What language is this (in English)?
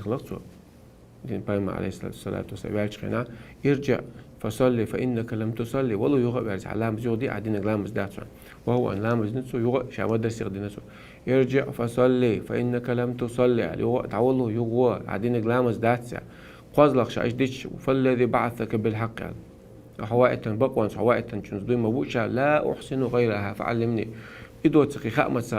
Chechen